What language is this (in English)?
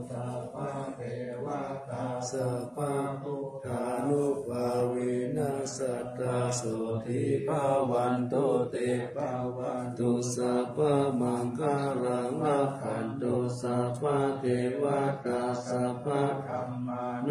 Pali